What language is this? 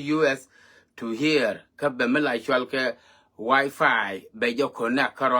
Nuer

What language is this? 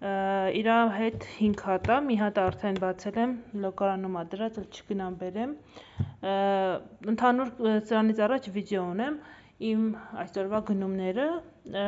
Armenian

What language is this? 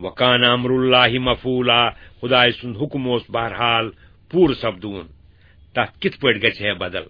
Kashmiri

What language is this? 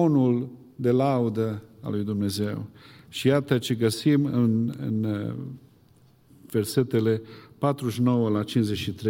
Romanian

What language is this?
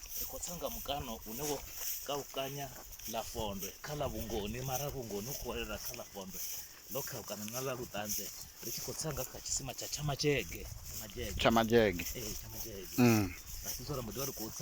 Venda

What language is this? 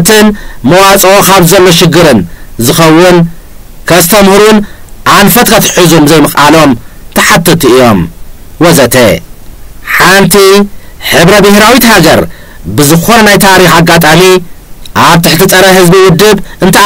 Tigrinya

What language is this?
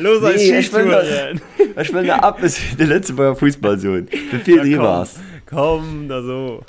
Luxembourgish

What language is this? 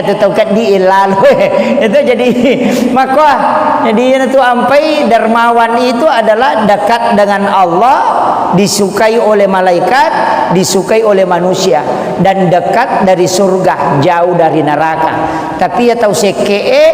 Buginese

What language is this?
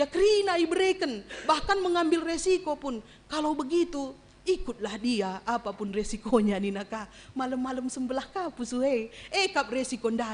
Batak Karo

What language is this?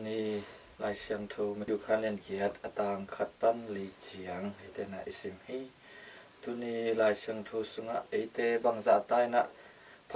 Tedim Chin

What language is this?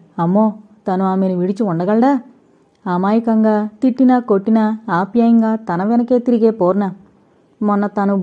Telugu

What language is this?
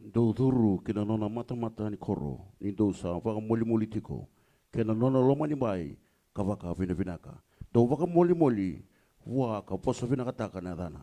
Fijian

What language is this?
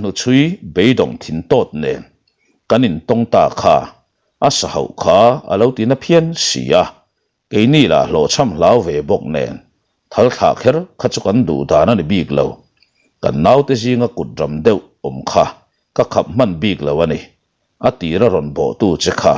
Mizo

